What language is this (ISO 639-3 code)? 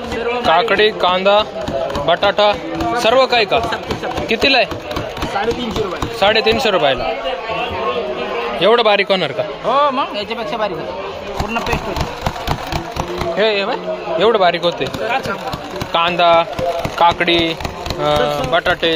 mar